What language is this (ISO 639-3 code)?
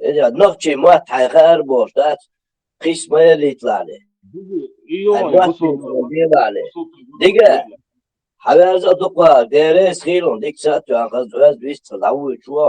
che